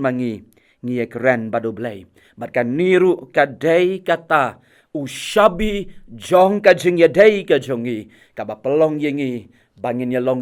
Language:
Khasi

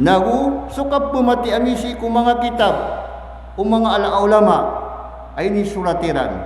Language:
Maranao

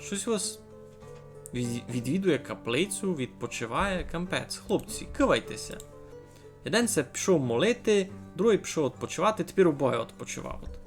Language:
Rusyn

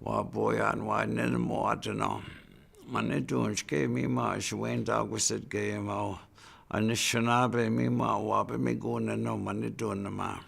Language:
Chippewa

